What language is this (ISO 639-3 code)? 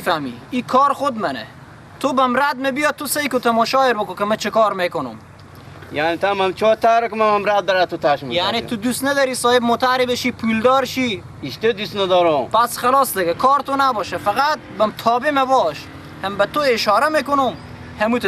fas